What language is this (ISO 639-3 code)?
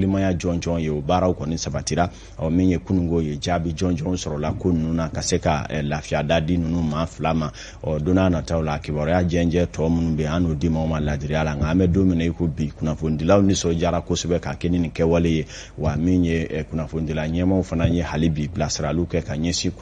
bam